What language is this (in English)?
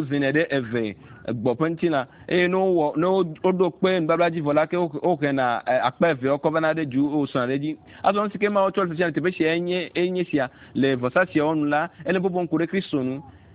Ewe